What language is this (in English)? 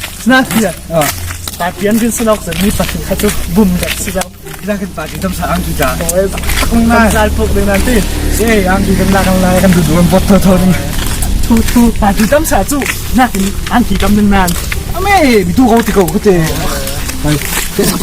Falam Chin